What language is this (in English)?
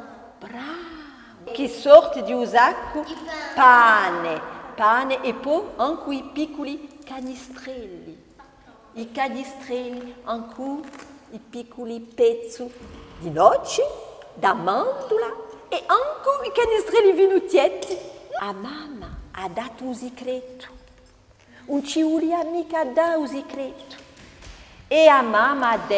Corsican